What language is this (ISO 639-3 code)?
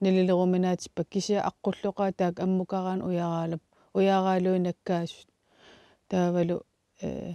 kal